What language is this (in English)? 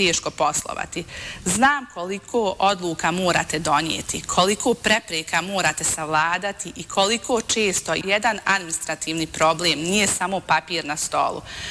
Bosnian